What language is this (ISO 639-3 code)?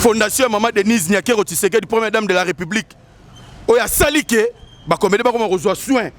lin